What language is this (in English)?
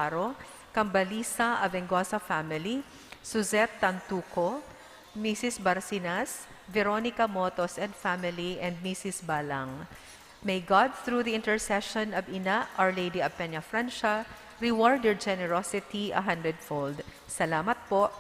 Bikol